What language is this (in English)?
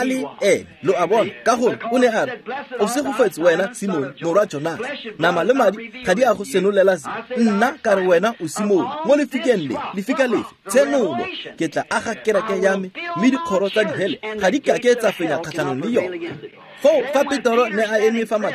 Tswana